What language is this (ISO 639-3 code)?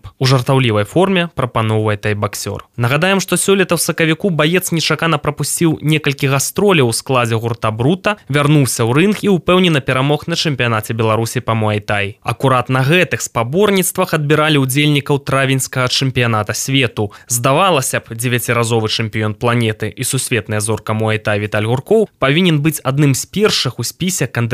bel